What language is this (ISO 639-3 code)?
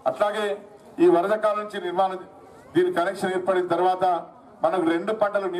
tel